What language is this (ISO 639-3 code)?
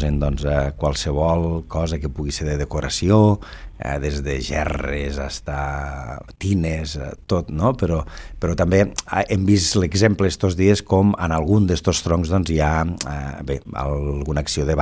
cat